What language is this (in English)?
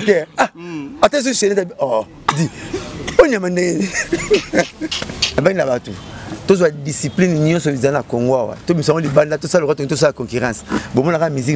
Lingala